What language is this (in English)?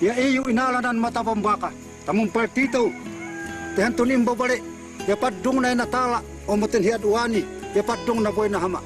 Tuwali Ifugao